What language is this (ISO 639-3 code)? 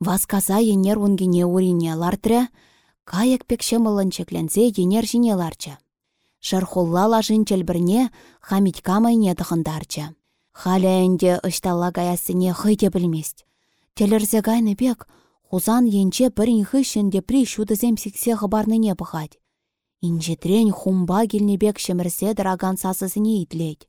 chv